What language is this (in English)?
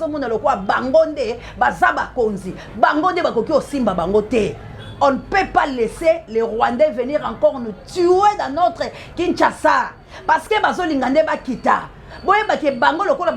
Lingala